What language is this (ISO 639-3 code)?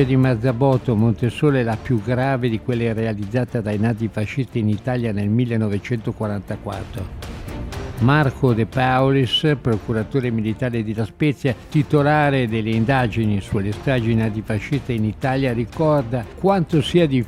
ita